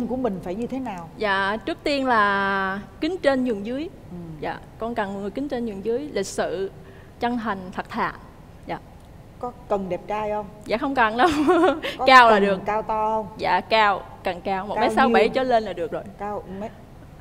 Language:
Vietnamese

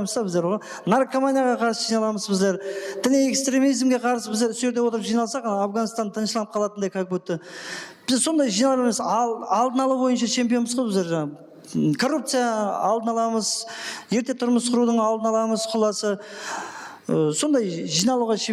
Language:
Kara-Kalpak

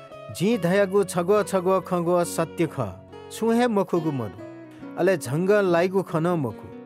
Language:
Newari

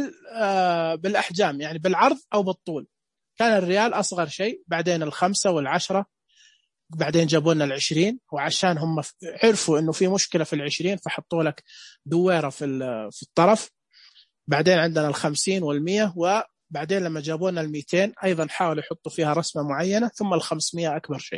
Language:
Najdi Arabic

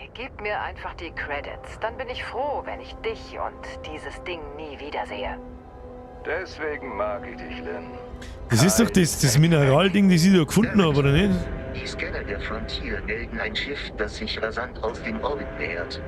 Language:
Bavarian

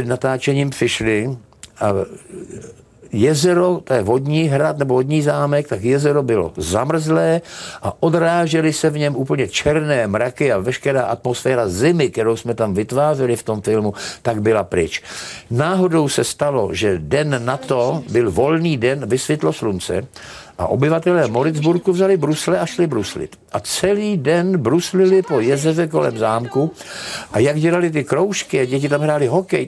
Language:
Czech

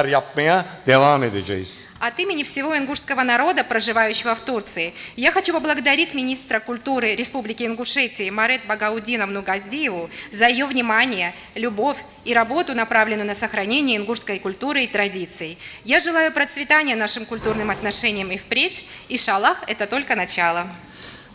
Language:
Ingush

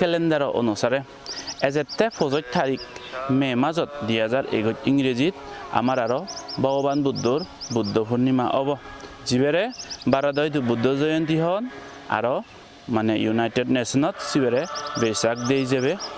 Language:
Chakma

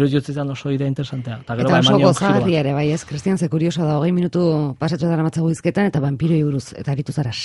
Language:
Basque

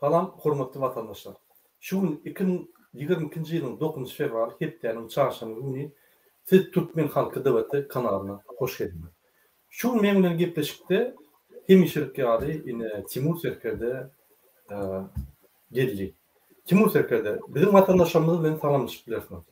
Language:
Turkmen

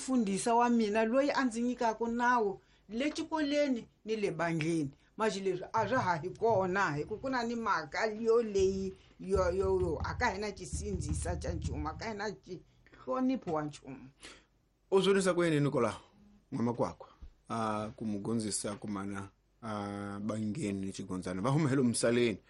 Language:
Tsonga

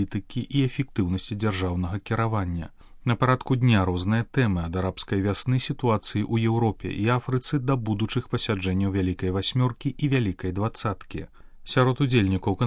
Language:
Belarusian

